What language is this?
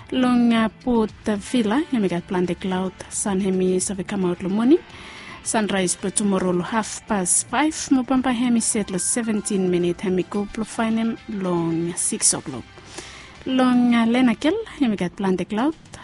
Bislama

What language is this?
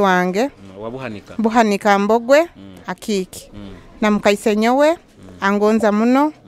Nyoro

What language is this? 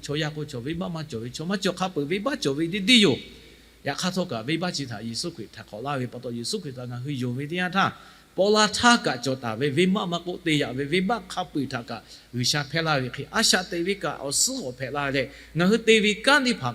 Lahu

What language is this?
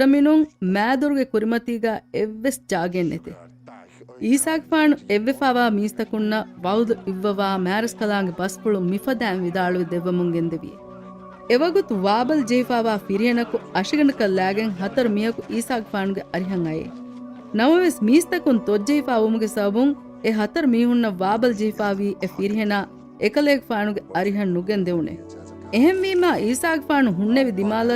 Divehi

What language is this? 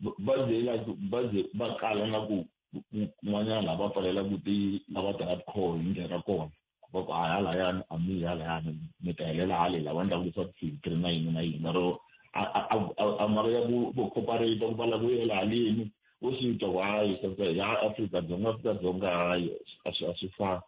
Tsonga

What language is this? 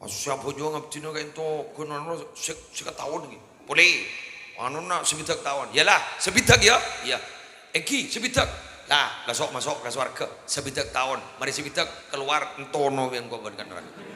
Madurese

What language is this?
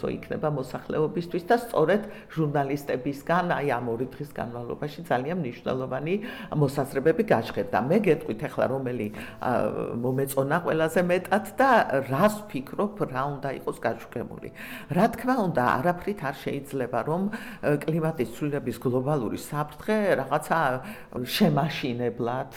Georgian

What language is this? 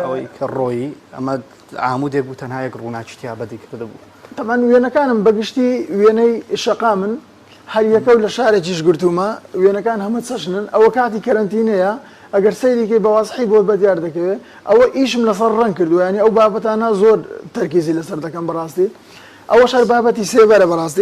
Central Kurdish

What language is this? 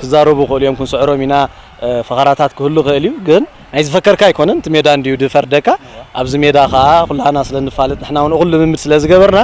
Tigrinya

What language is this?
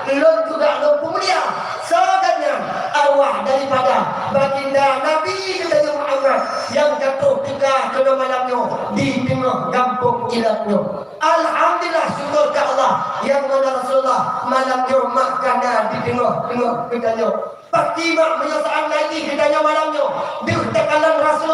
Achinese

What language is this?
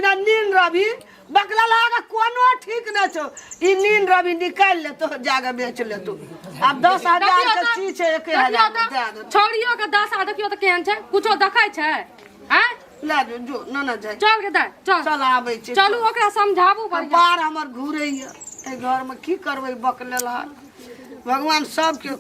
Maithili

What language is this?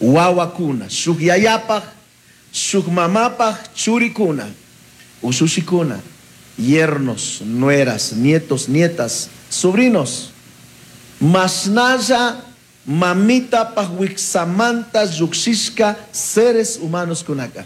Chimborazo Highland Quichua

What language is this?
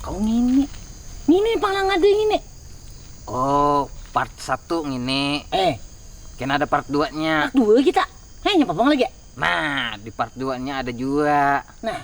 Banjar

